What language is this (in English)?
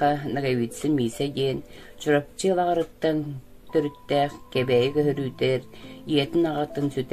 Yakut